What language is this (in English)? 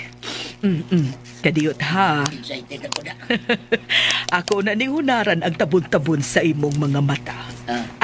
Cebuano